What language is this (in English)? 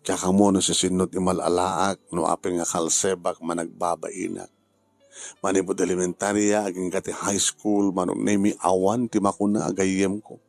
Iloko